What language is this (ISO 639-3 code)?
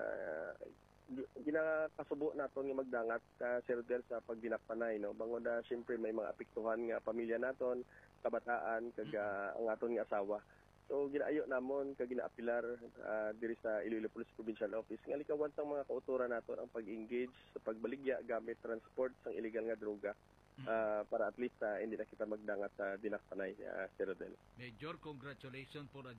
hil